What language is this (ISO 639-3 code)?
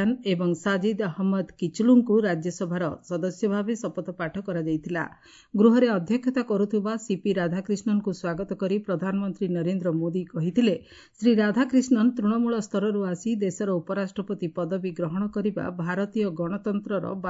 ori